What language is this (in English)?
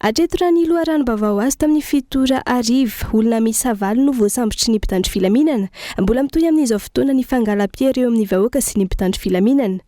Malagasy